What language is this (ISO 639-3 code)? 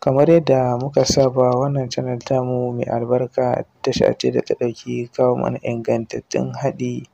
hau